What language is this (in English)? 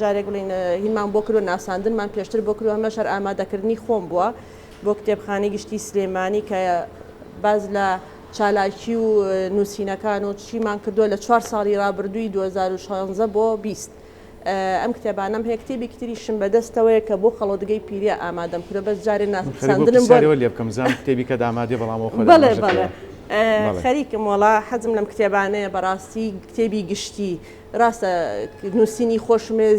Central Kurdish